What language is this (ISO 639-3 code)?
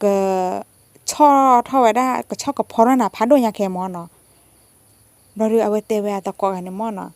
ksw